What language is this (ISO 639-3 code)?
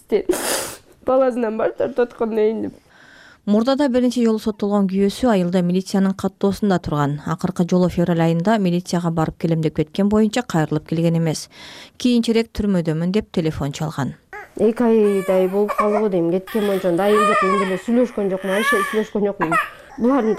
kir